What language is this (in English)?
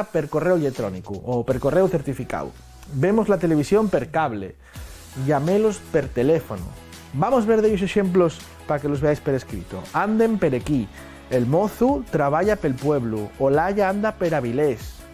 Asturian